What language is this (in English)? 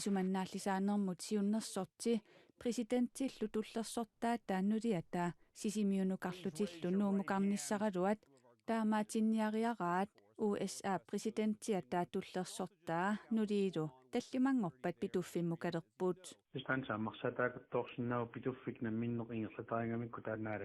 Kalaallisut